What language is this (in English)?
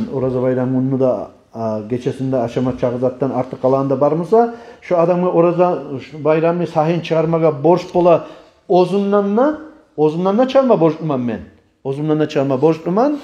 Kumyk